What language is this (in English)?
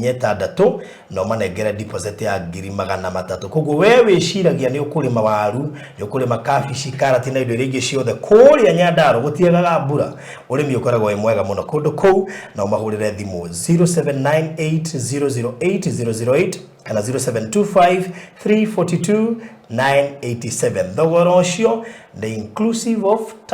Kikuyu